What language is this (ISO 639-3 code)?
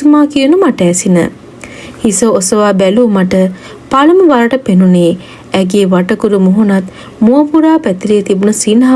sin